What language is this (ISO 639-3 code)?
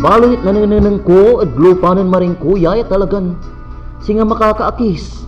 pag